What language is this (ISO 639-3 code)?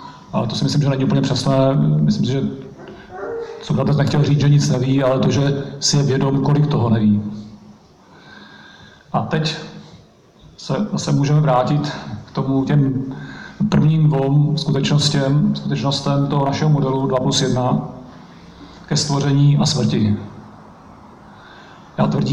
ces